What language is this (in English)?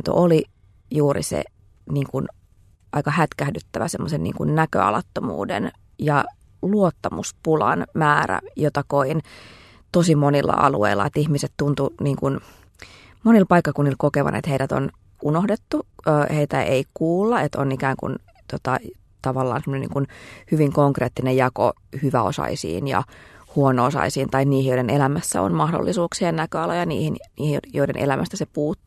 Finnish